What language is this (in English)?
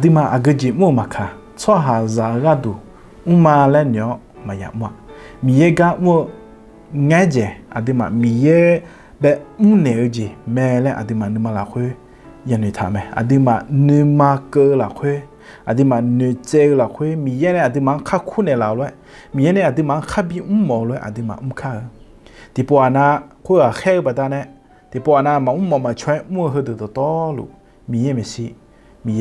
Akha